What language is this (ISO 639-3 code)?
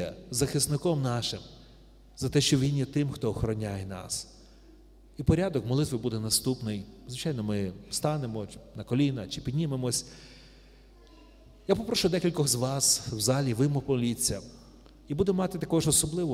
ukr